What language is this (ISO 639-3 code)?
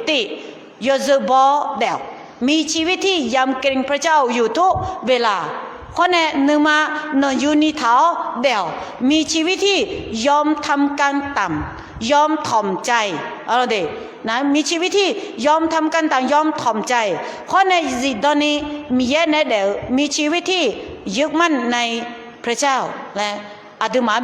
ahk